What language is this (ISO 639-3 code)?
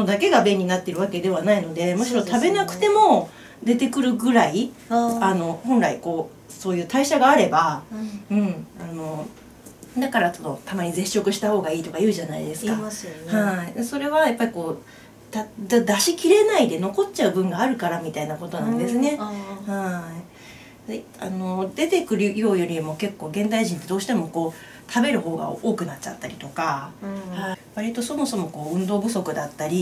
jpn